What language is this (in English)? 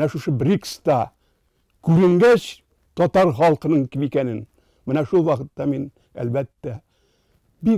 Tatar